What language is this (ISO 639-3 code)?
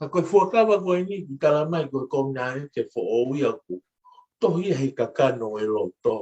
ton